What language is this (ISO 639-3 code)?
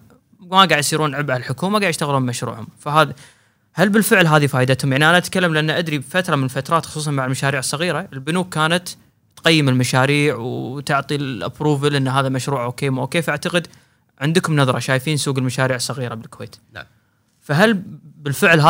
afb